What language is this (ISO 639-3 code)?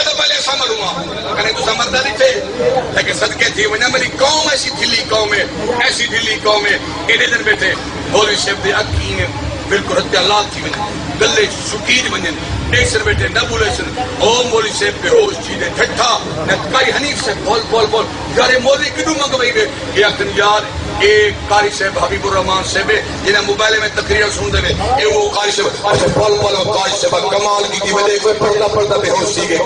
skr